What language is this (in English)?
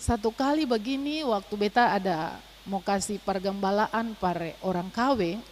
Ambonese Malay